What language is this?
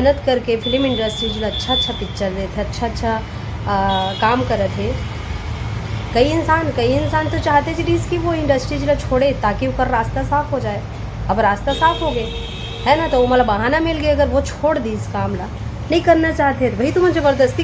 Chhattisgarhi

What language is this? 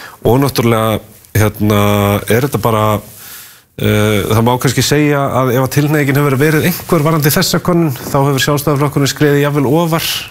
Icelandic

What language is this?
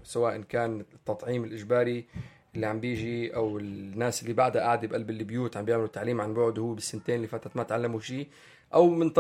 North Levantine Arabic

